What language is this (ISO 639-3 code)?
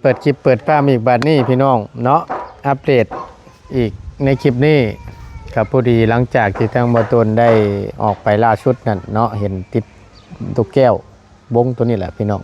tts